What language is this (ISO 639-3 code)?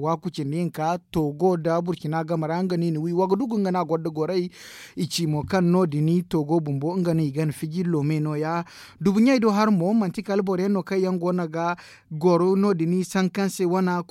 dje